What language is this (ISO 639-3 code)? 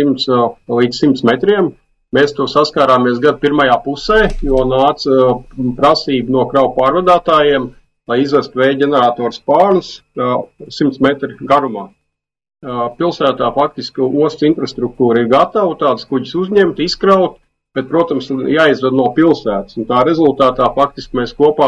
lav